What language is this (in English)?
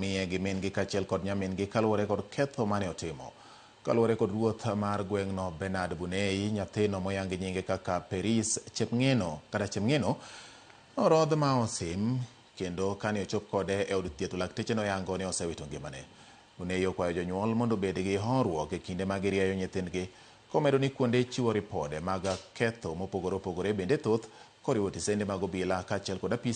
Luo (Kenya and Tanzania)